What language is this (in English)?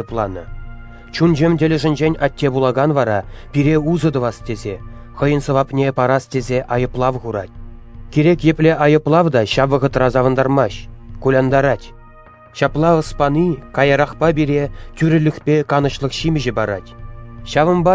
Chuvash